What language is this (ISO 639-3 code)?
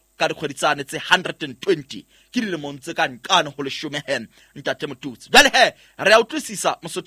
sot